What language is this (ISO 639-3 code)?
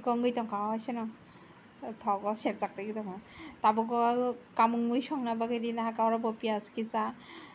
trp